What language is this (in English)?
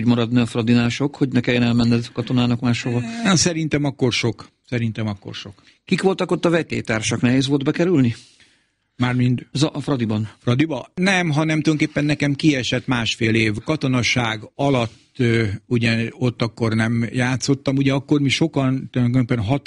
Hungarian